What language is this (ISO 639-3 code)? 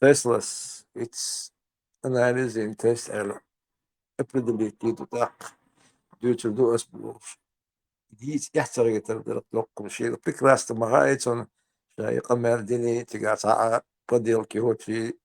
che